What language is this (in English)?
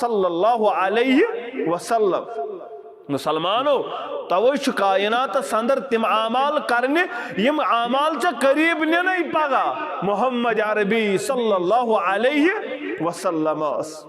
Kashmiri